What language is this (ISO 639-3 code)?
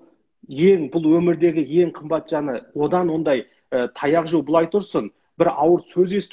kaz